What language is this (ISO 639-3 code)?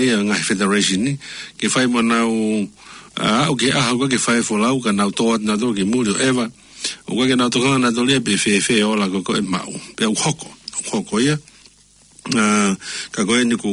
ton